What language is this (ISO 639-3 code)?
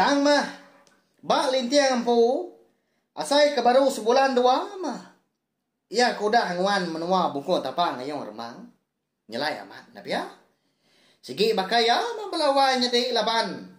iba